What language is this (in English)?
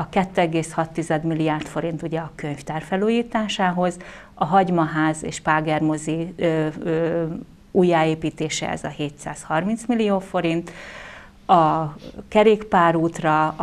Hungarian